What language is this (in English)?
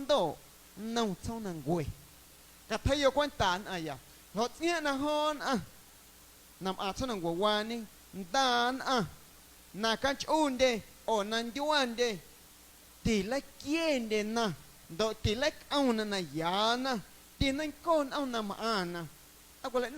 Guerrero Amuzgo